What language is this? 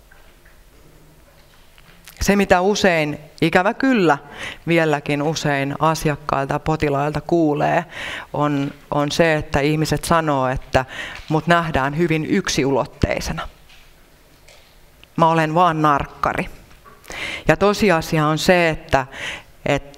Finnish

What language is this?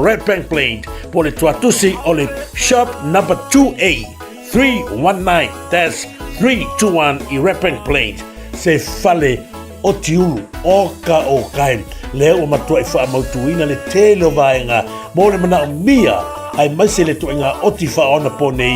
Samoan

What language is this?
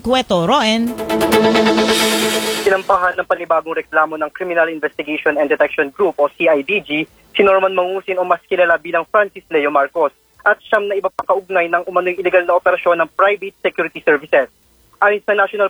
Filipino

